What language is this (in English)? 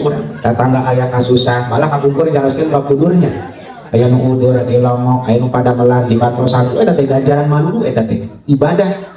Sundanese